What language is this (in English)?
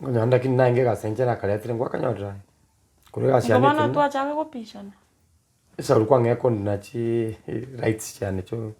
Gusii